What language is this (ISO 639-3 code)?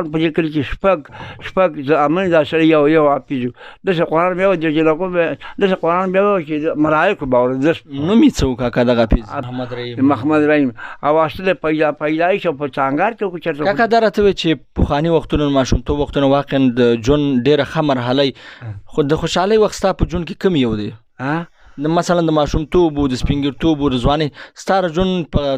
pus